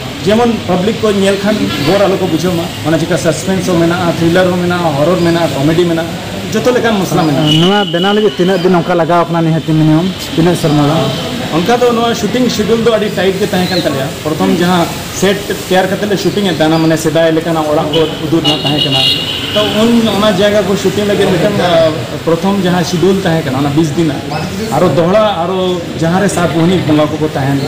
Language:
Santali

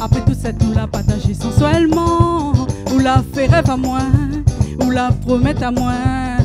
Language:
Réunion Creole French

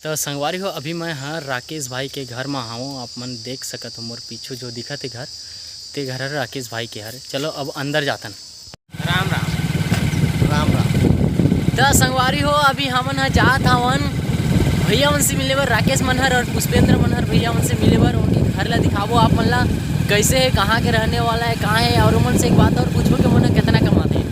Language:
Chhattisgarhi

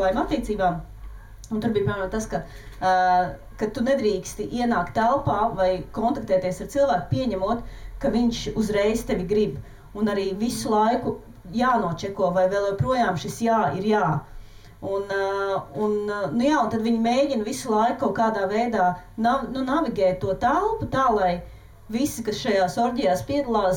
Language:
Latvian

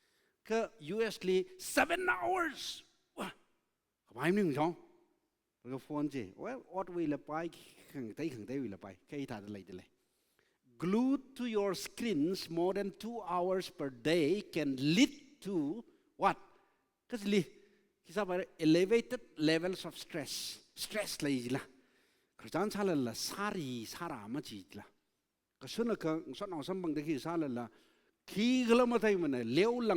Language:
Tangkhul Naga (India)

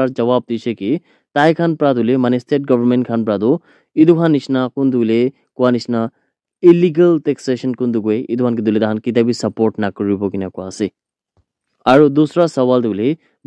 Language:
Naga Pidgin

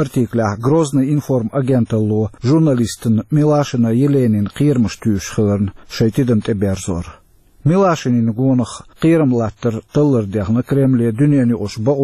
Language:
Chechen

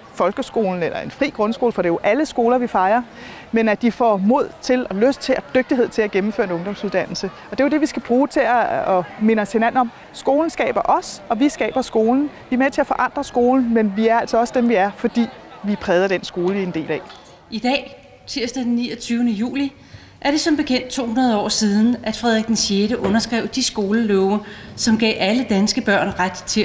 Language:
Danish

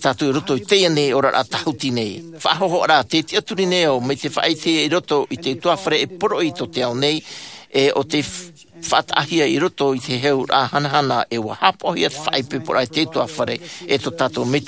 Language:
Tahitian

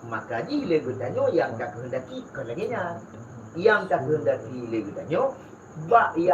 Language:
Achinese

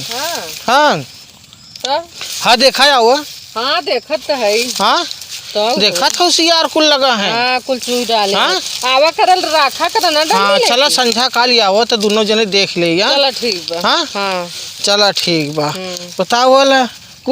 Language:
Awadhi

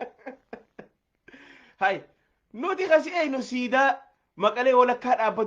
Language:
Oromo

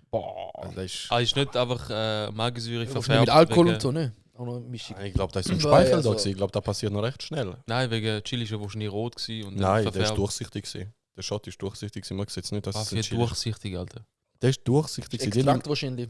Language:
Swiss German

